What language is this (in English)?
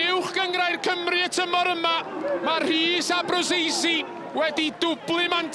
Welsh